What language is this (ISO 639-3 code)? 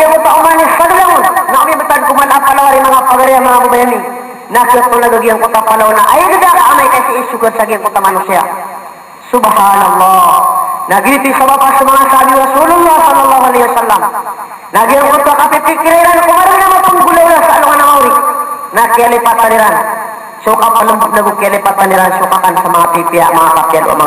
mrw